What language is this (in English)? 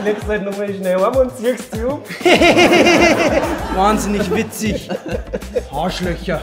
Bavarian